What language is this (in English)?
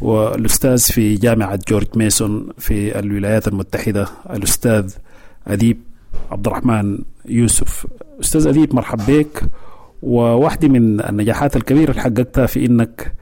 Sudanese Arabic